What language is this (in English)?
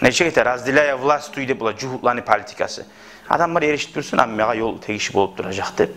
Kumyk